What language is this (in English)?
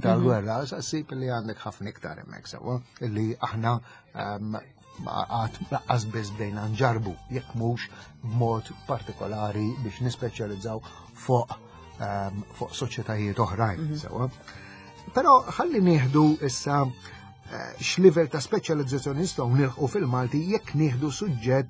Maltese